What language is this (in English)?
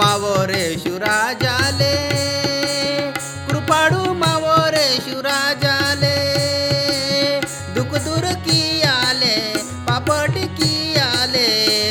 Marathi